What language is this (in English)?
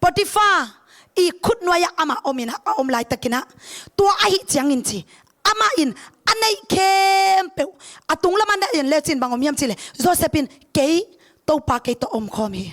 Tedim Chin